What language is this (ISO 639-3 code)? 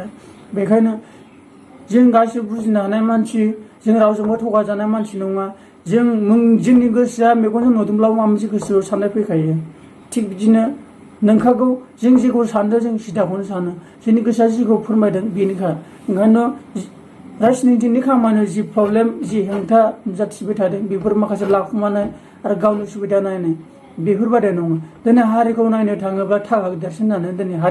brx